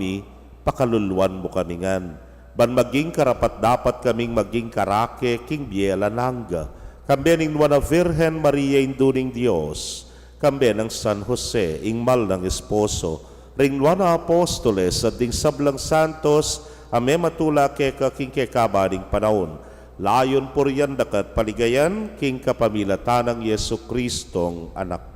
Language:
Pampanga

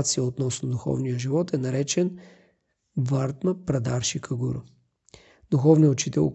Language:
Bulgarian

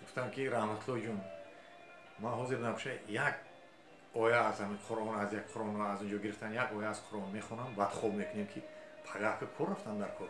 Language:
Tajik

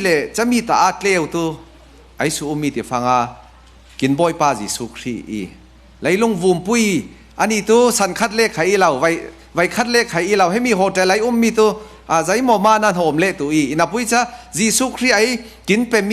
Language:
Falam Chin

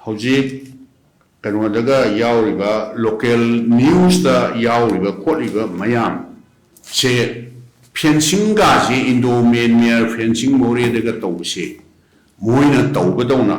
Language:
Manipuri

